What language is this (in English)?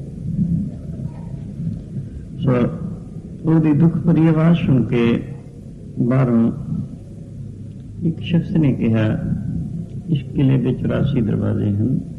Punjabi